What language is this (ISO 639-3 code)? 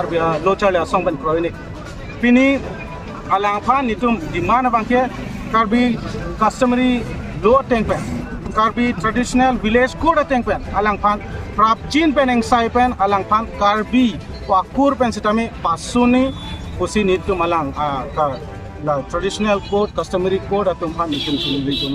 mjw